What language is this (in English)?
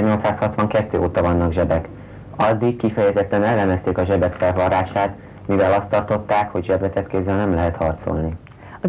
Hungarian